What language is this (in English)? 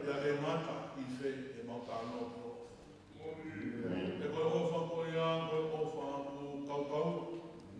Tongan